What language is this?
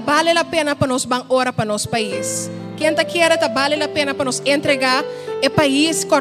Papiamento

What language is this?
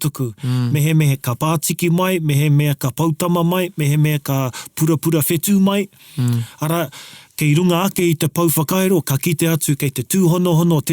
Māori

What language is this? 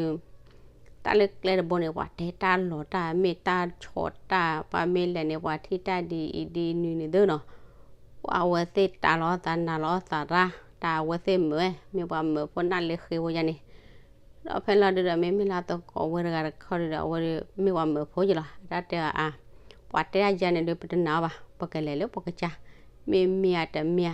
S'gaw Karen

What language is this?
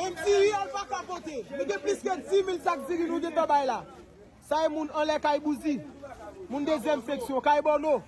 Haitian Creole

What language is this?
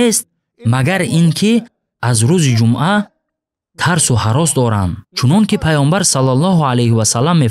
Tajik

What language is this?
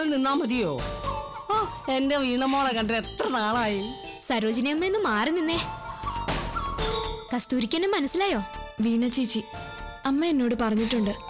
Malayalam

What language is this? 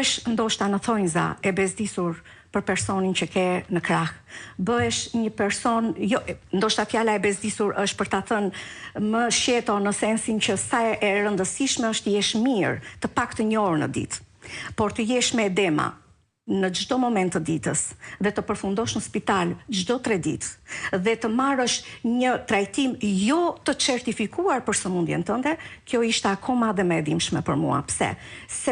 Albanian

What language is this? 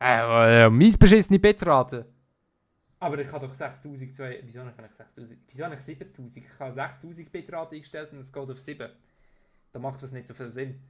Swiss German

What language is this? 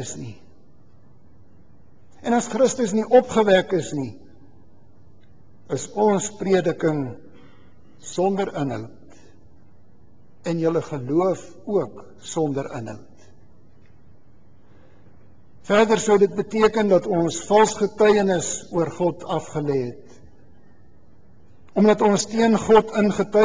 Afrikaans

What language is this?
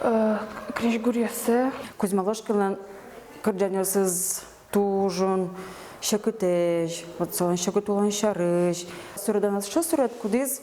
Udmurt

